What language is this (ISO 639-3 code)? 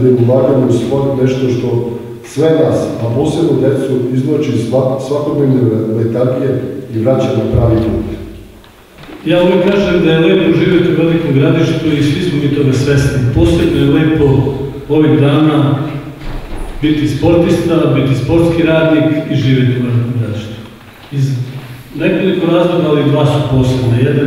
srp